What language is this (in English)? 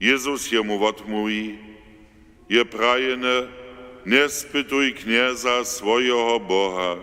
Upper Sorbian